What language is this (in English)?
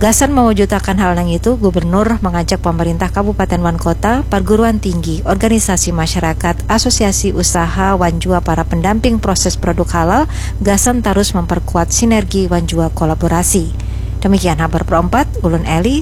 Banjar